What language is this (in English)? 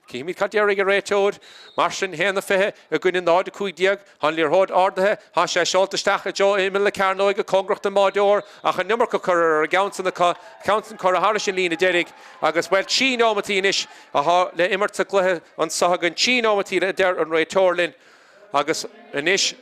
Irish